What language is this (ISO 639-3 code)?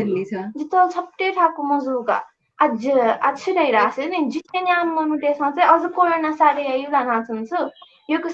new